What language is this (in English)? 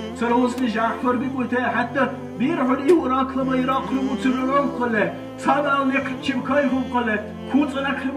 Dargwa